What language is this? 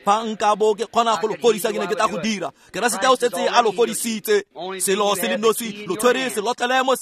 Tswana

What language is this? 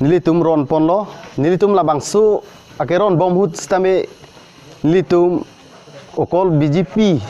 Karbi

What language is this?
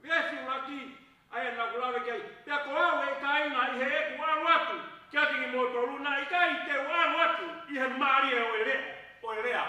Tongan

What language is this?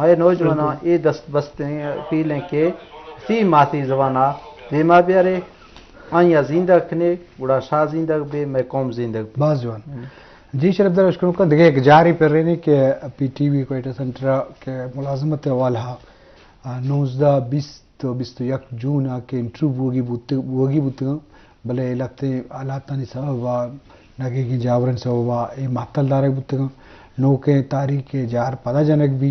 Eastern Balochi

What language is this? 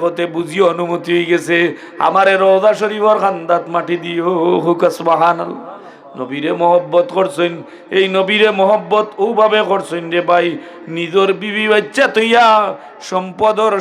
Sylheti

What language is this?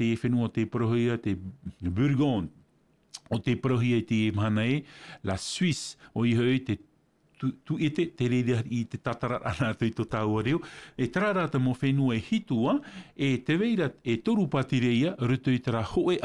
Tahitian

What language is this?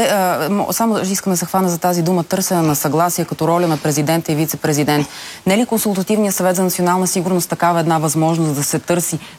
Bulgarian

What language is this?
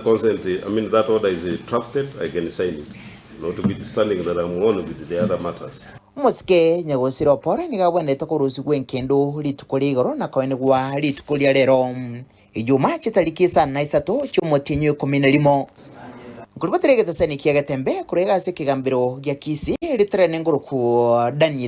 Gusii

